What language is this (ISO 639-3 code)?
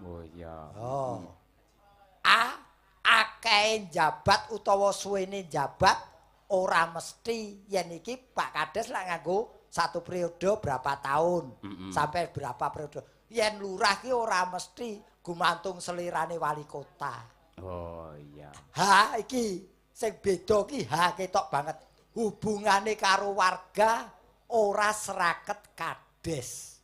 jav